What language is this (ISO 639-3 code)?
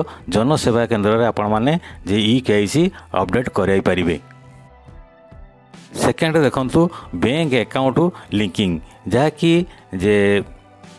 ori